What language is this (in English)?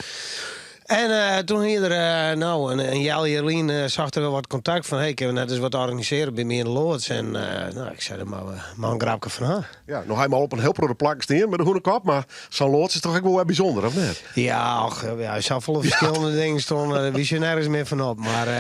Western Frisian